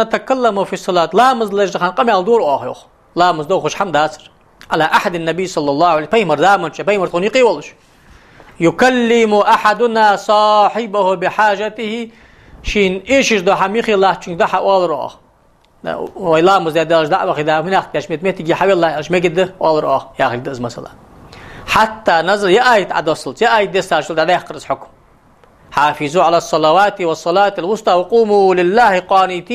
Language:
Ingush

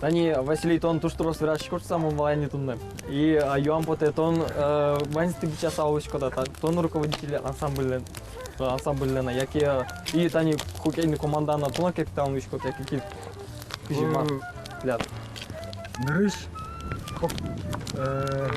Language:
Udmurt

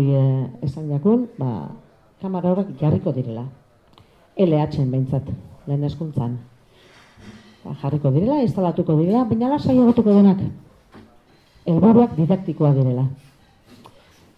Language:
Basque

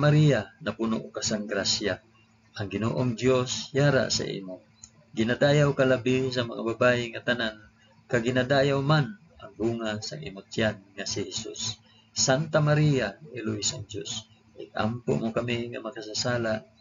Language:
Hiligaynon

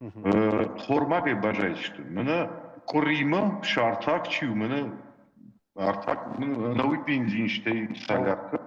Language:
Ossetic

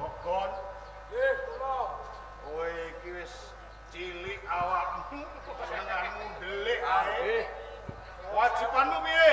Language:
Javanese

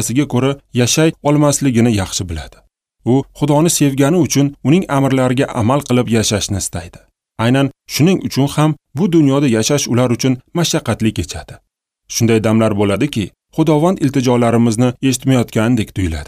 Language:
Uzbek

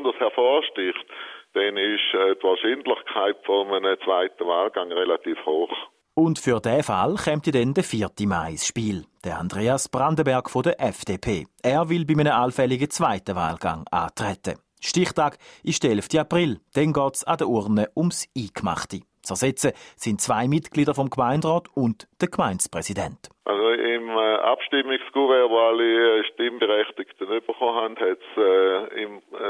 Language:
German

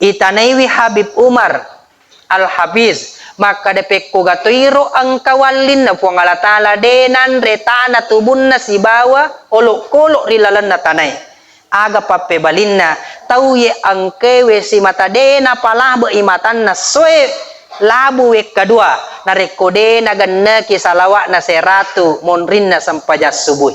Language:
Buginese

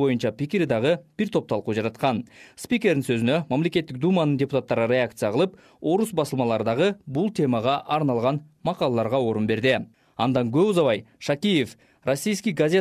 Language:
Kyrgyz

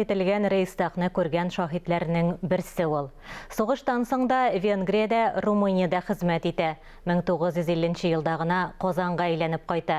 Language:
Tatar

